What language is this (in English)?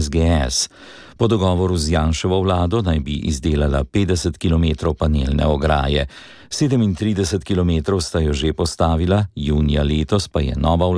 Slovenian